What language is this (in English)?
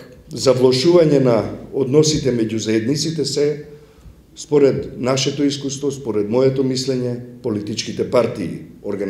Macedonian